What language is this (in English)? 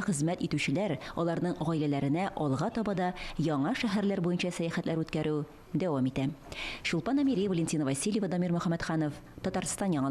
Tatar